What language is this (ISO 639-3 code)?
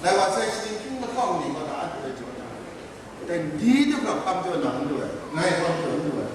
kac